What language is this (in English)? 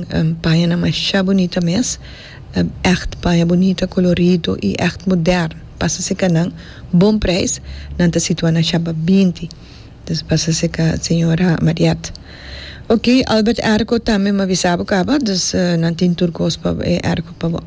Papiamento